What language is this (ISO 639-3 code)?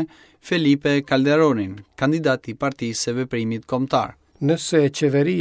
sqi